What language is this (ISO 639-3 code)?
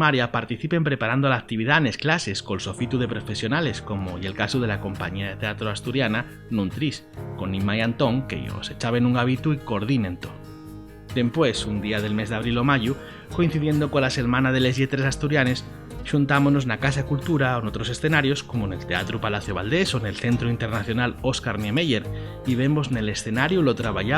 ast